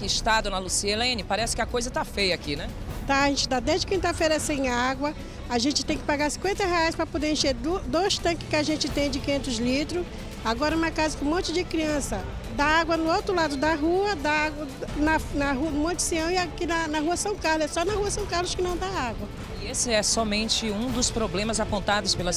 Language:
Portuguese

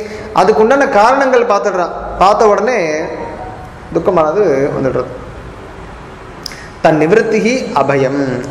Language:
Tamil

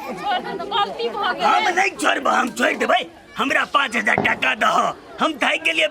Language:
Maithili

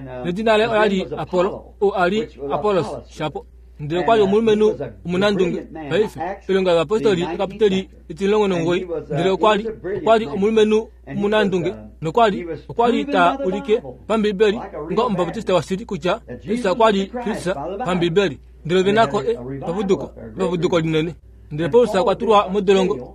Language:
Kuanyama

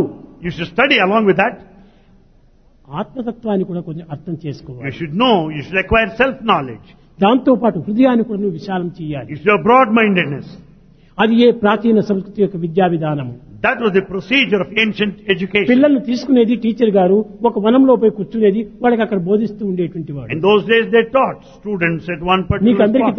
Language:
Telugu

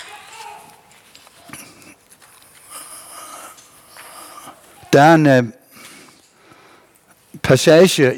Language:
Danish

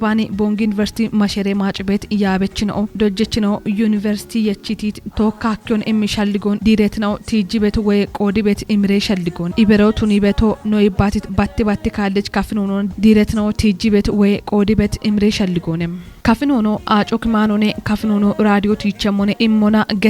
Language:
Kafa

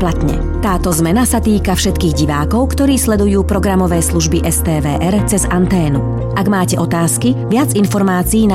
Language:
Slovak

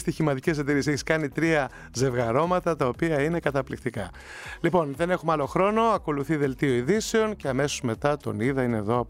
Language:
Greek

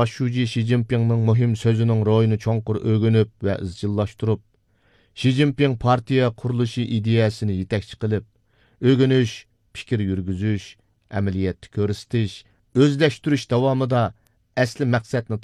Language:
Uyghur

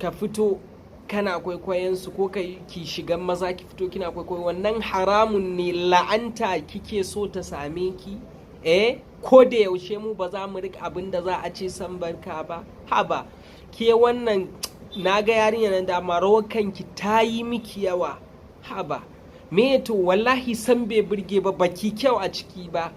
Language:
Hausa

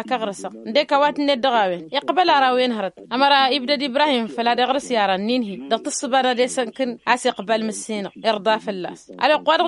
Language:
Tamasheq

